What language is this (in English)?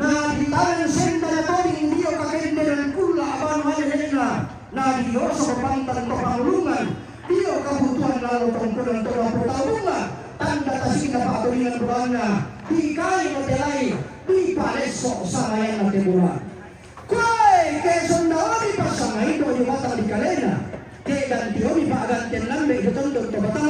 Toraja-Sa'dan